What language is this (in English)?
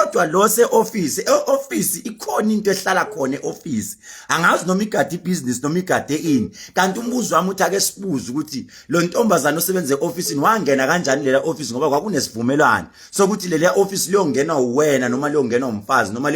Zulu